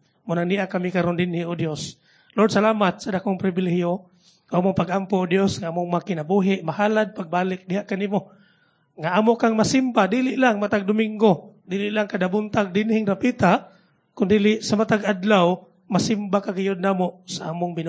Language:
Cebuano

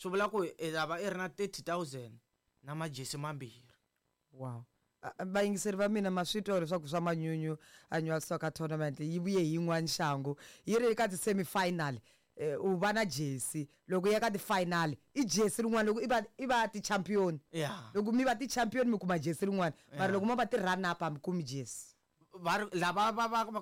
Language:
Tsonga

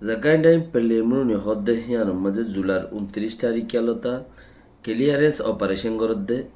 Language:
Rohingya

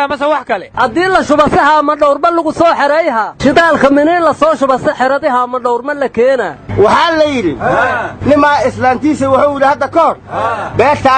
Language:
Somali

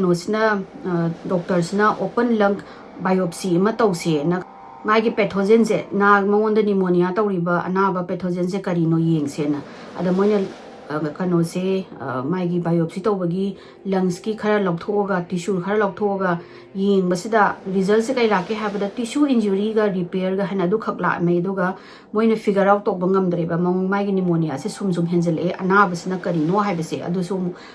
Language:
Manipuri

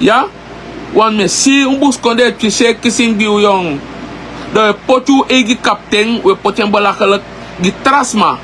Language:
Sranan Tongo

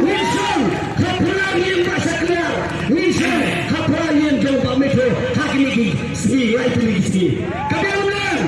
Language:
Khasi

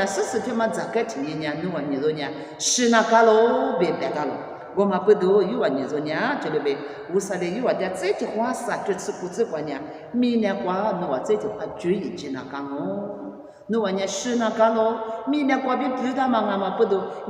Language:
Lisu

